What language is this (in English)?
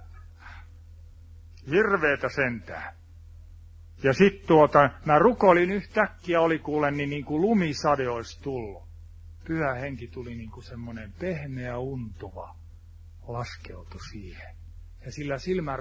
Finnish